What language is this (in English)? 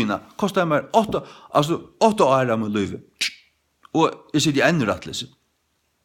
Faroese